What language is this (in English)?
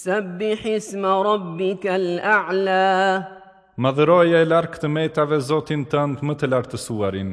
Albanian